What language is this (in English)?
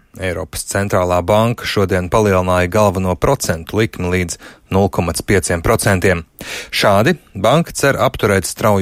Latvian